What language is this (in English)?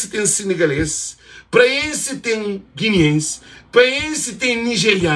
Kabuverdianu